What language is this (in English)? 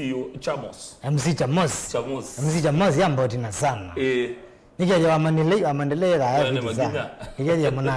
Kamba